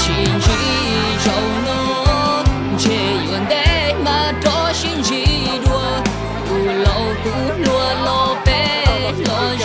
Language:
Hmong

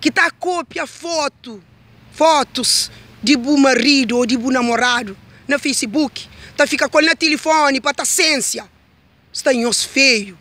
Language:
Kabuverdianu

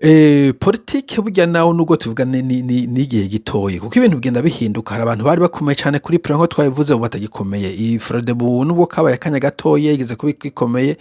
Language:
Rundi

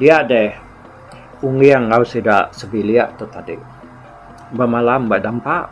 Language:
Iban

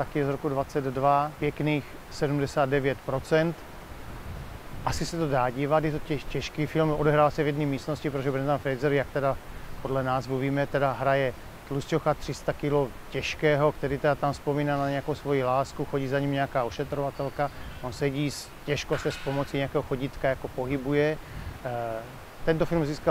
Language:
Czech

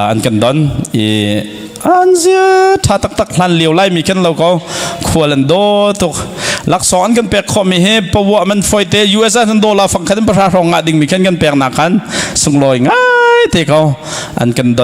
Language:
Hakha Chin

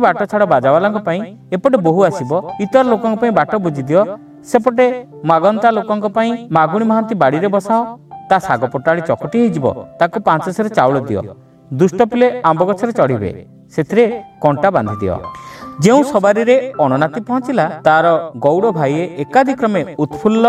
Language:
Odia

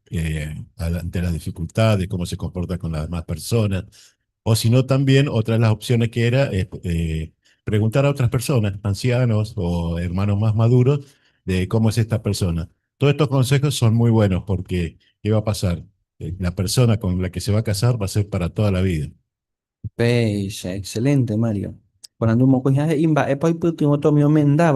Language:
Guarani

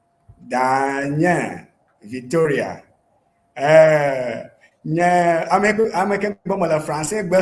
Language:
Ewe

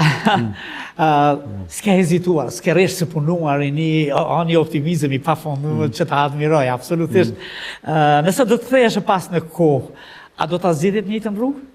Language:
Albanian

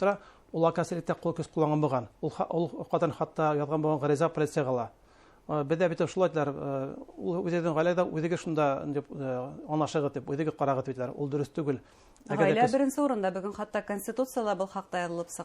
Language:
Bashkir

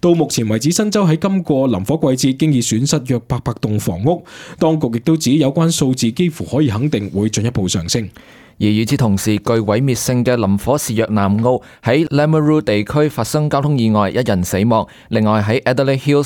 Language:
Cantonese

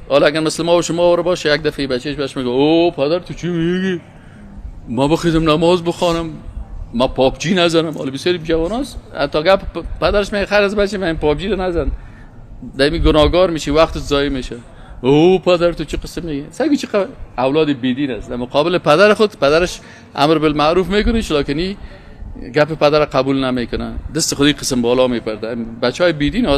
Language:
Persian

